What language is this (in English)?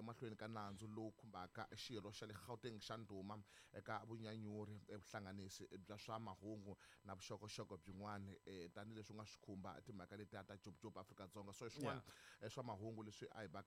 Tsonga